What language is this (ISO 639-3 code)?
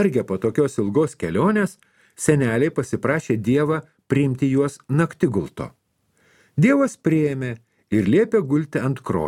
lit